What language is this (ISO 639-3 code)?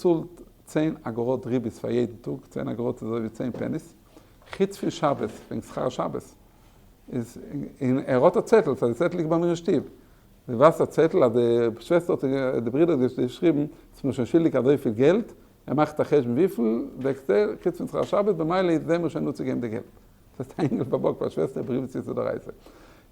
yid